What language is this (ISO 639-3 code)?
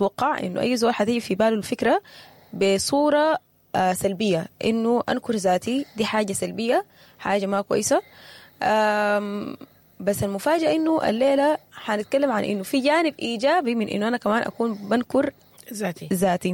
apd